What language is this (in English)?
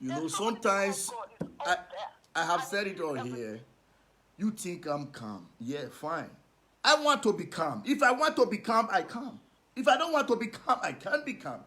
Nigerian Pidgin